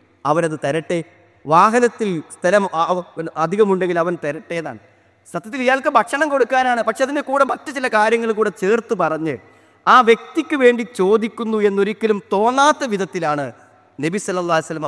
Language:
Malayalam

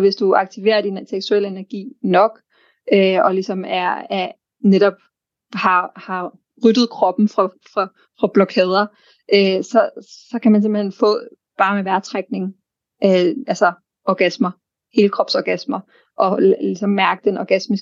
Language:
Danish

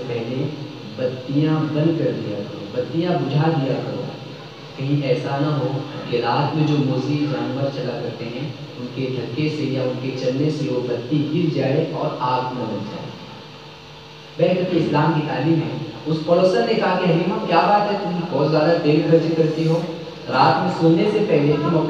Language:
Urdu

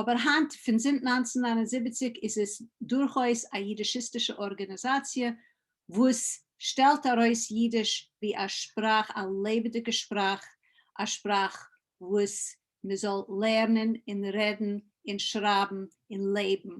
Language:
Yiddish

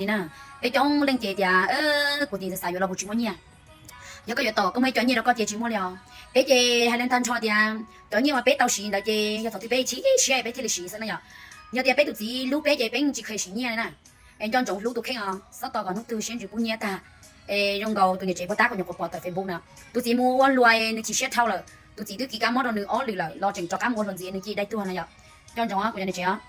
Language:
Hmong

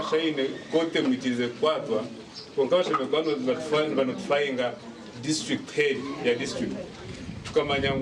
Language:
Nyankole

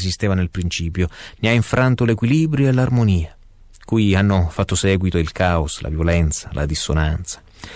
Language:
Italian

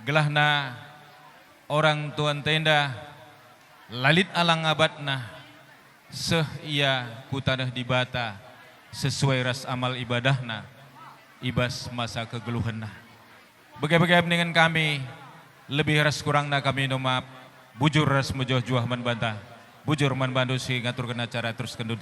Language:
Batak Karo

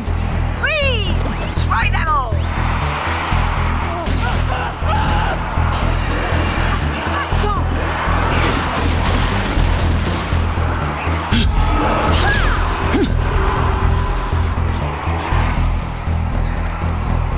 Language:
English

